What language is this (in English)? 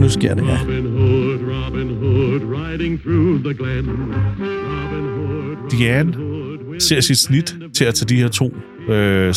Danish